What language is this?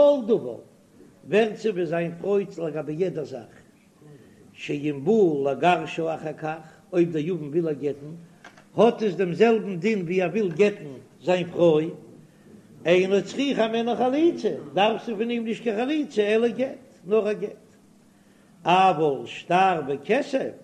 Yiddish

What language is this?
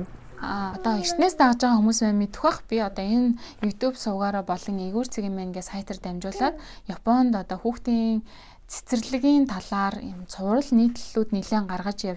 Mongolian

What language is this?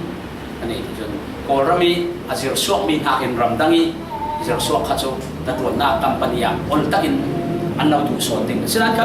Falam Chin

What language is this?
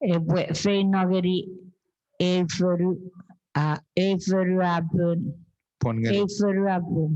Chuukese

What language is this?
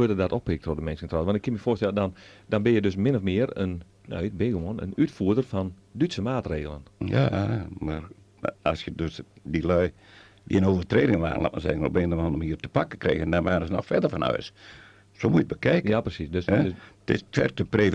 Western Frisian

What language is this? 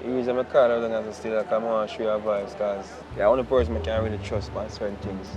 Jamaican Creole English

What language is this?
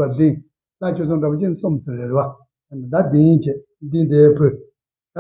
Tibetan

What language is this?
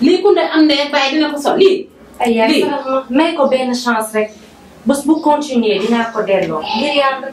Wolof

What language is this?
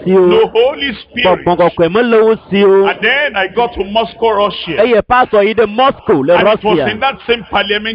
Ewe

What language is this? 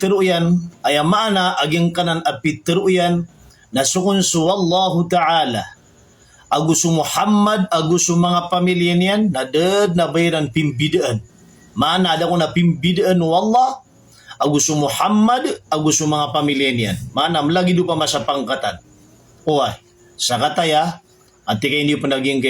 Maranao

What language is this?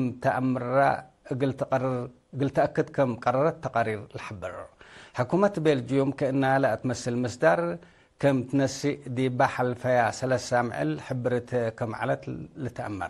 Tigre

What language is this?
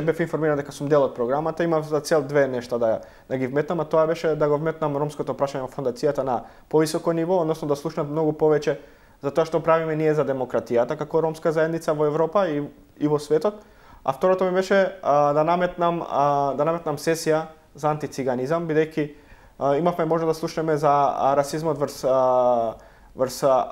Macedonian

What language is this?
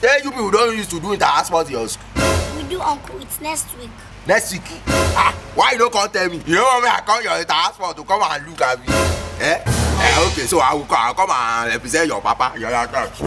Nigerian Pidgin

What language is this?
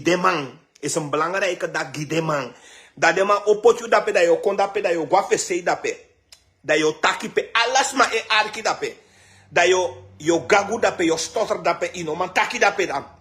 Sranan Tongo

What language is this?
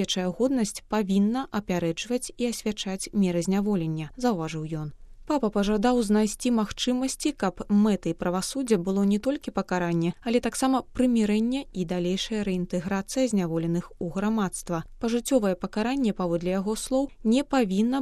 Belarusian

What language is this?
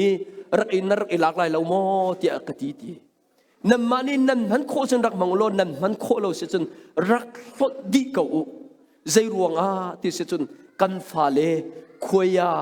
Hakha Chin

